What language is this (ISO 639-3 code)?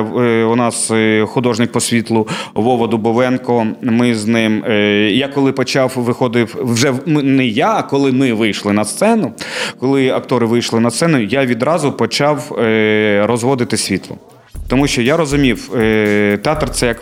ukr